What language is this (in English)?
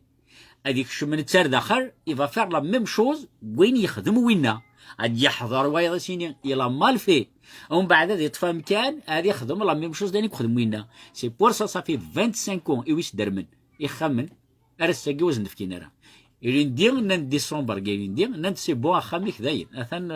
Kabyle